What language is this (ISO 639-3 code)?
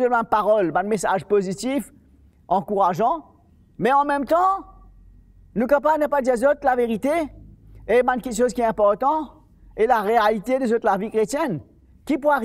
mfe